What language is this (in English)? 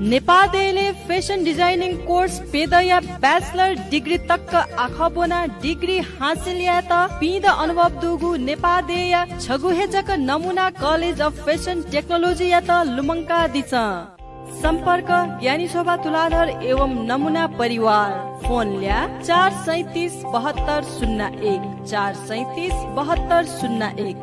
Newari